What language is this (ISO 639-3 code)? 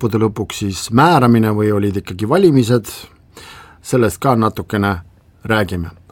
est